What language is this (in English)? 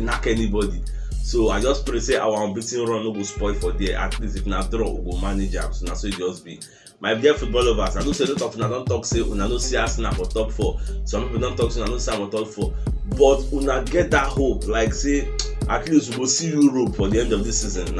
Nigerian Pidgin